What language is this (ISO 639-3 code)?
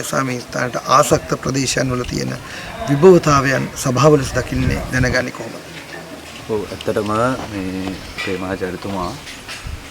sin